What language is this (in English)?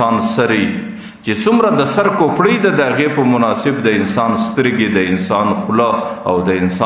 Pashto